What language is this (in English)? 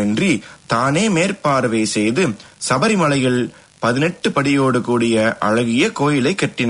Tamil